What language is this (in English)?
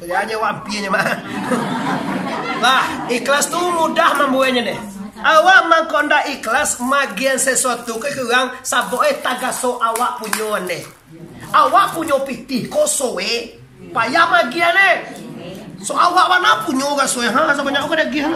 Minangkabau